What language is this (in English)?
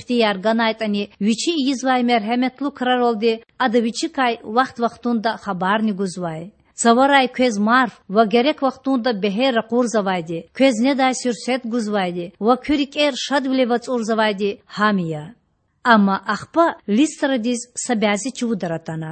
Lezghian